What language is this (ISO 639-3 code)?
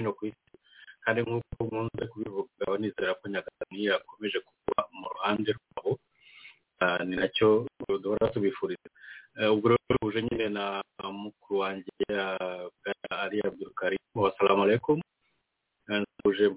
kin